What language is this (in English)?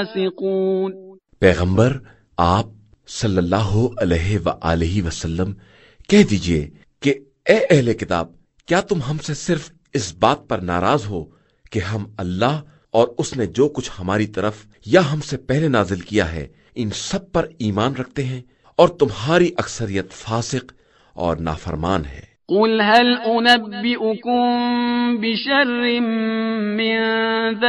Urdu